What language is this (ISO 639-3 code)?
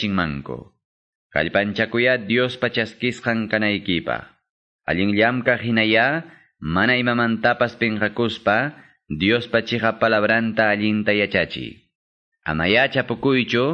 que